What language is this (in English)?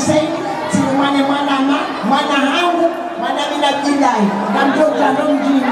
Swahili